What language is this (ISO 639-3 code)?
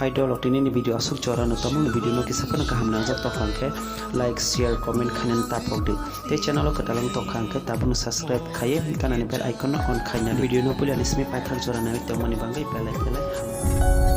trp